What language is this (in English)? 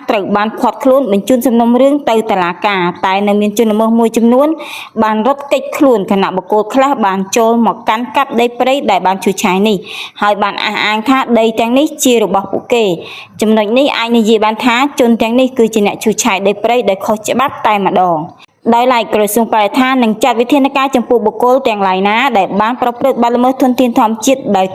Khmer